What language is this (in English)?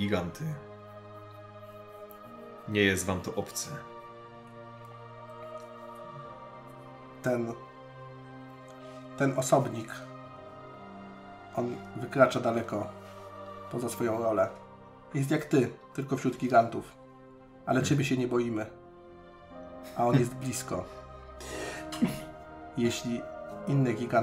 Polish